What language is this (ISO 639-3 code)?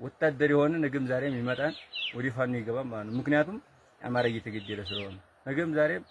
amh